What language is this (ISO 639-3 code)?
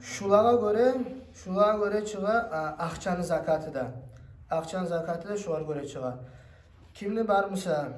kum